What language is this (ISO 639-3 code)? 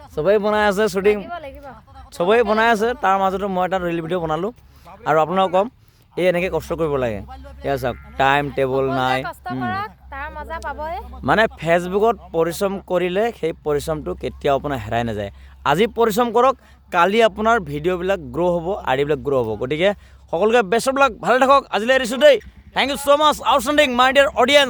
asm